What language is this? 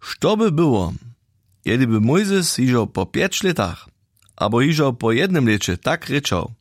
Upper Sorbian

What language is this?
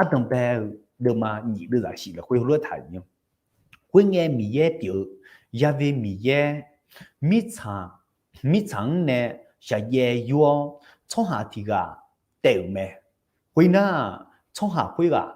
Akha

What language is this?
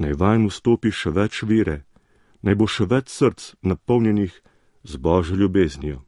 Slovenian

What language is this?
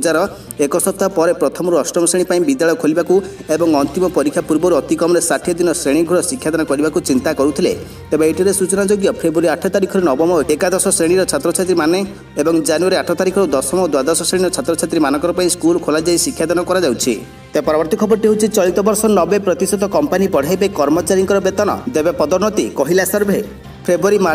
Odia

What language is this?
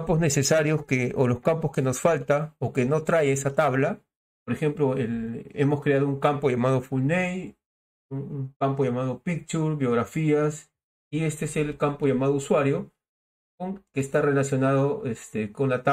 Spanish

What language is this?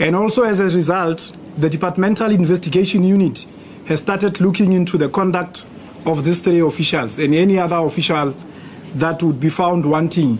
English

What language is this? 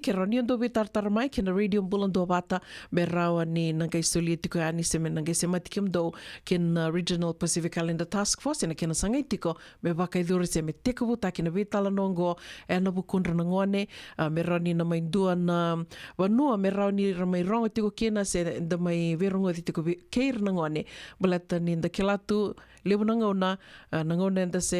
Fijian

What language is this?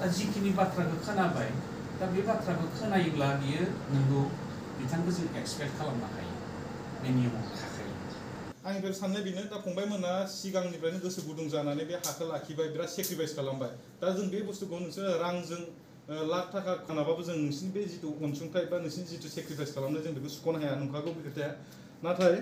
Bodo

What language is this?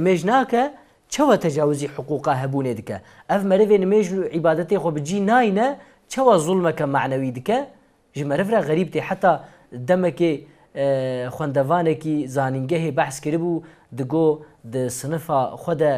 Kurdish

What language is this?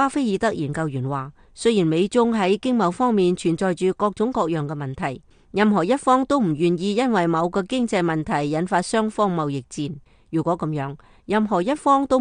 Cantonese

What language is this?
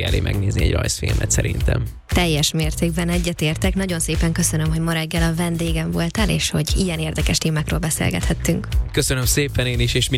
Hungarian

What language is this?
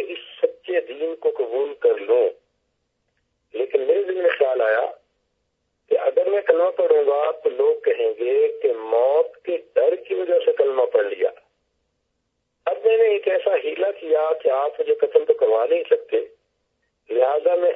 Urdu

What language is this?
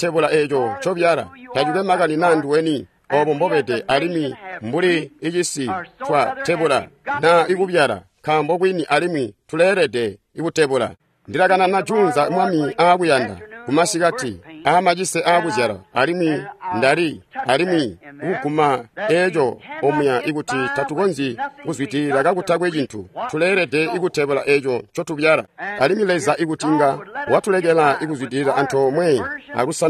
Tonga (Zambia)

